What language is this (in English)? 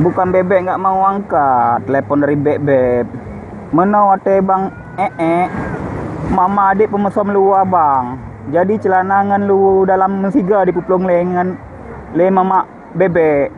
Achinese